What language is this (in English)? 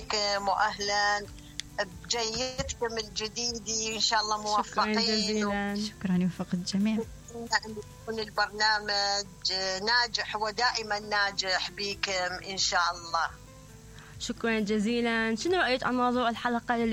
Mesopotamian Arabic